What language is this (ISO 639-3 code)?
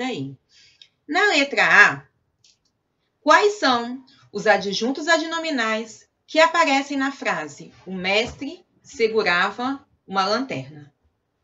por